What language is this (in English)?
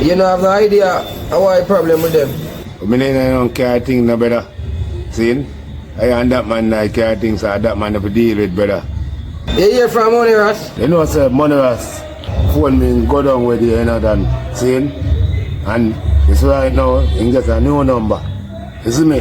Jamaican Creole English